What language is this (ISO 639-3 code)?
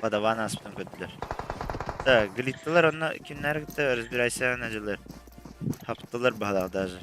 sah